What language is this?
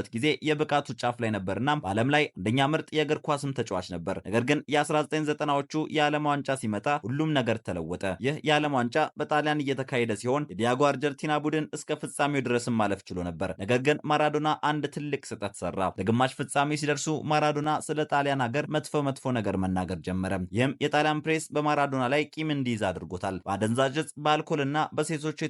Amharic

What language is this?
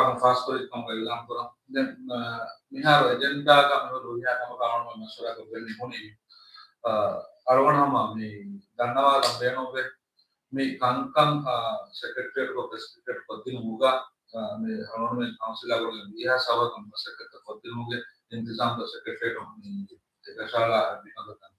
Divehi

